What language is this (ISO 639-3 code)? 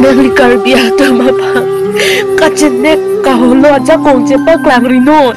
mjw